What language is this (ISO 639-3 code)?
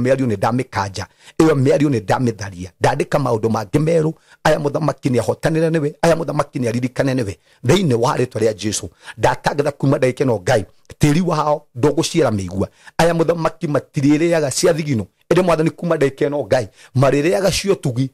kik